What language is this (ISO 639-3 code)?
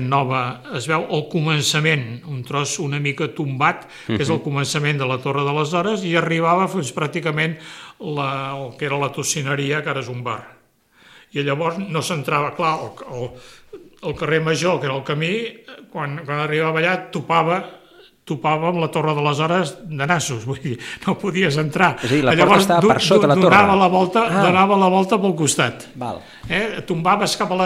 cat